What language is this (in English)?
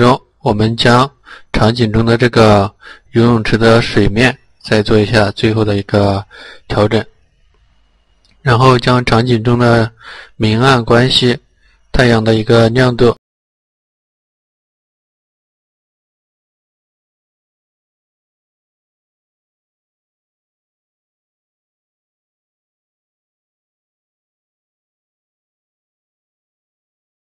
Chinese